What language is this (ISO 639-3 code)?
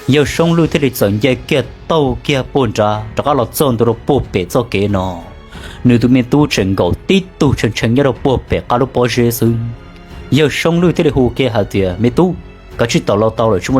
hmn